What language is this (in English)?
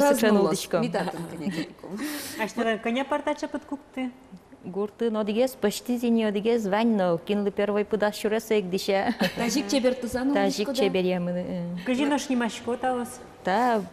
Udmurt